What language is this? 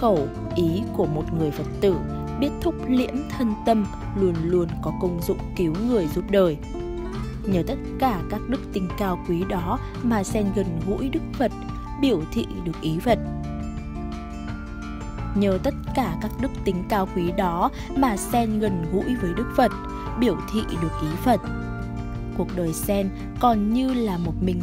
Vietnamese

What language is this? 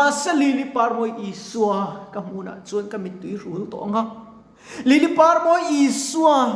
Mizo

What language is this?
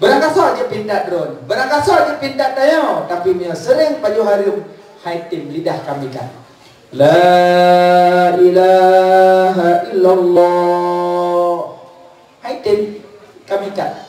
Achinese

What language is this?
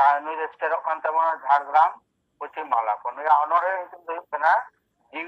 Santali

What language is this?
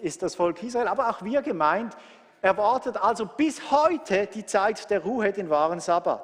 Swiss German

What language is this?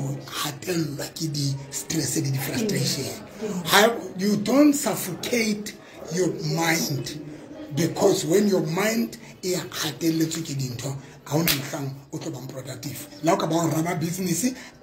Tswana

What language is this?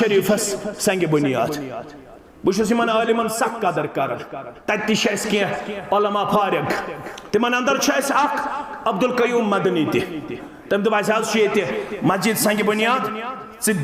Kashmiri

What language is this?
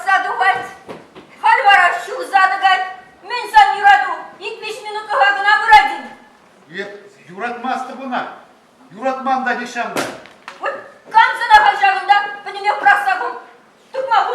Chuvash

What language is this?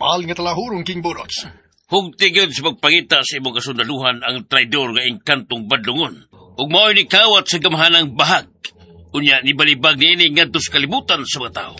Cebuano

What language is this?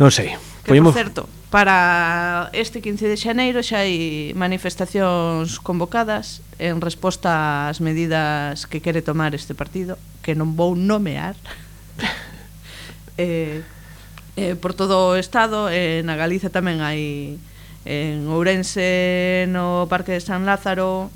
Galician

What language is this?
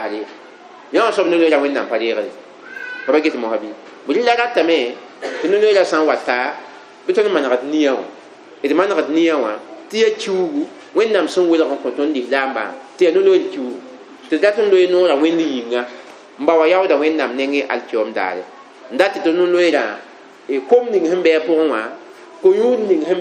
Mossi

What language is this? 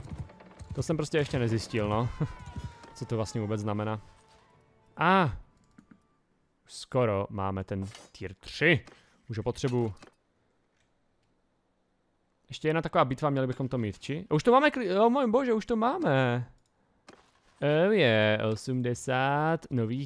Czech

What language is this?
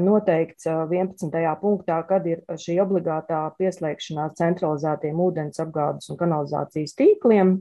Latvian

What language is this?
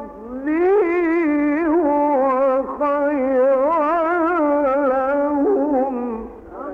Arabic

